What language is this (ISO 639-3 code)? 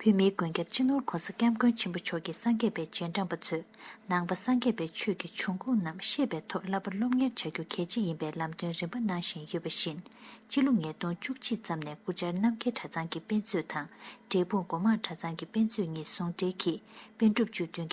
bod